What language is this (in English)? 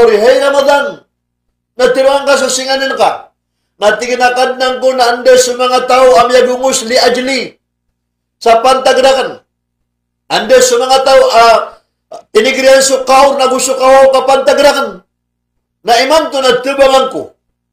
Maranao